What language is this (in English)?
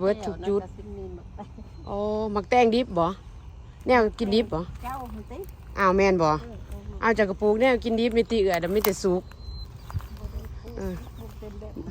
Lao